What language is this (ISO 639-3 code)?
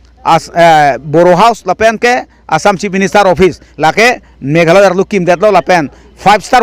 mjw